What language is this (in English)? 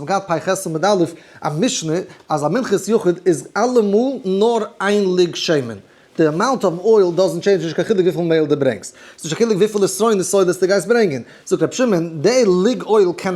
Yiddish